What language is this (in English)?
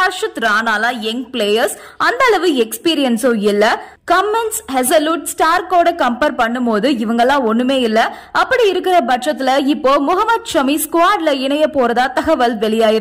Tamil